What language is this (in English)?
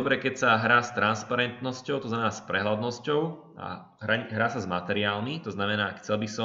Slovak